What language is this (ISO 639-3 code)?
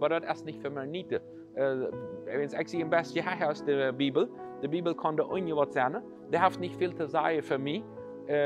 pdt